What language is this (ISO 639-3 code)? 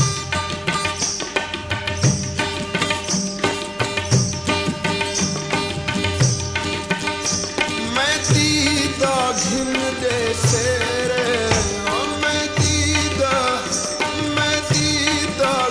pan